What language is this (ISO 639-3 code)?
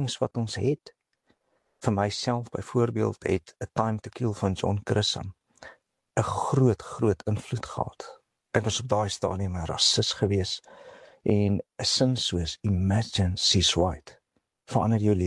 afr